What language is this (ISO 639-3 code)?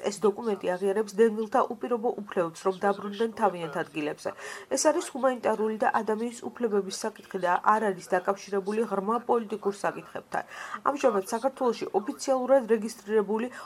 kat